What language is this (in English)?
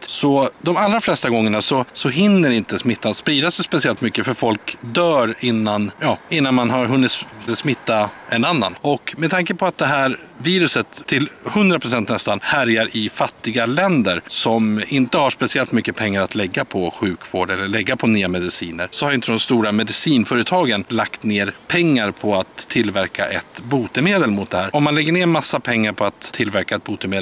Swedish